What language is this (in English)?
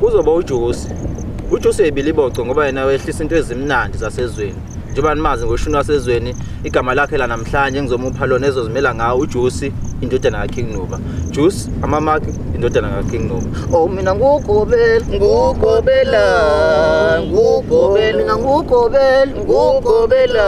Zulu